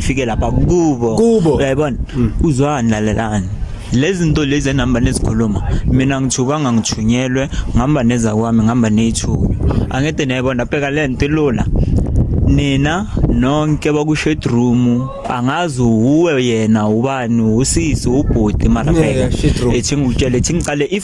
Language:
Zulu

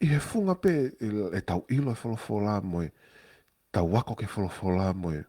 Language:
Tongan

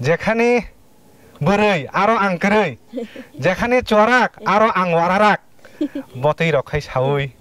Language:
Kok Borok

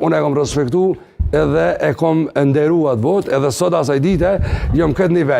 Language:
Albanian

